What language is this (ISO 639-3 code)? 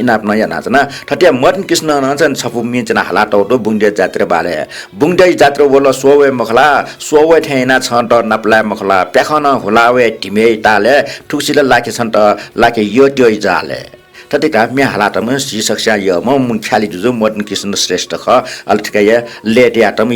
new